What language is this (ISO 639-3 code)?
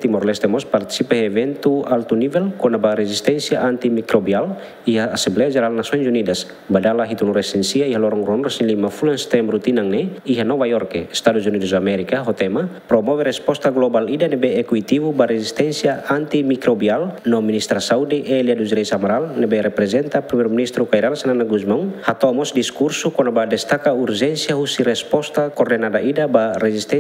tet